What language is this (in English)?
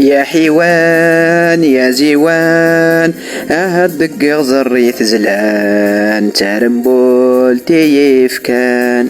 Kabyle